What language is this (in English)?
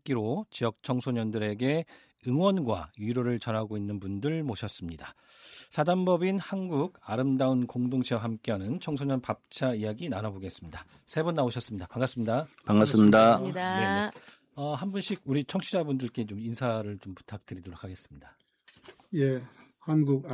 Korean